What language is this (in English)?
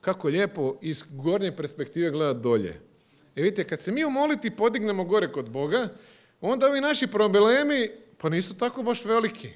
Croatian